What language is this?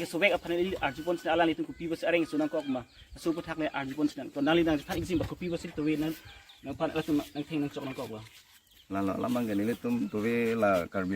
Karbi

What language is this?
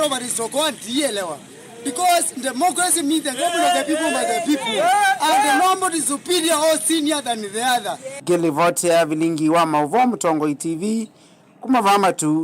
Kamba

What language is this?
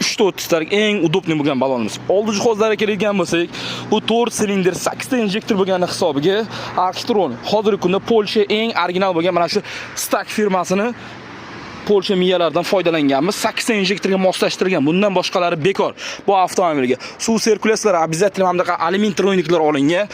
Uzbek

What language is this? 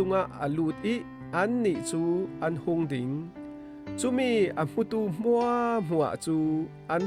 Falam Chin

